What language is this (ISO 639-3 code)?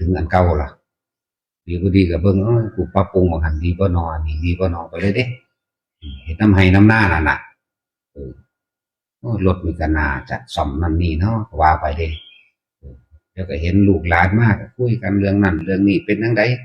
tts